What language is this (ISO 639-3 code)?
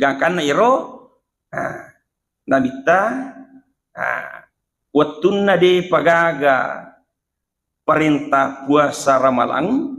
bug